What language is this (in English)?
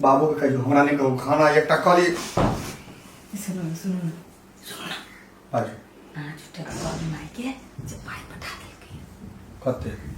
Maithili